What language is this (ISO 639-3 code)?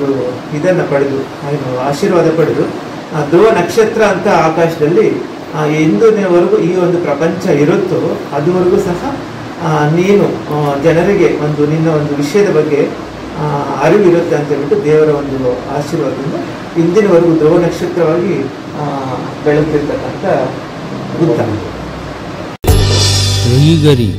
kan